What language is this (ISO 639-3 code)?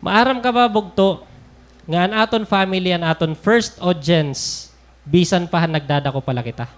war